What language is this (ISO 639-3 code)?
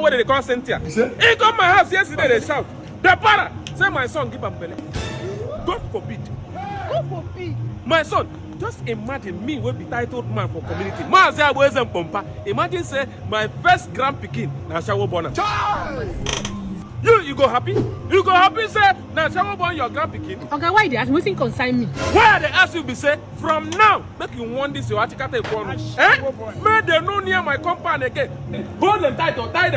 pcm